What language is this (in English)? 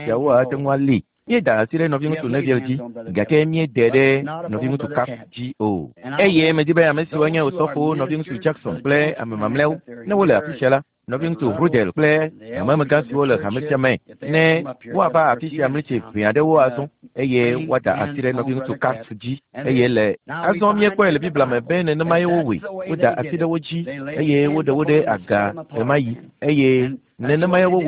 Ewe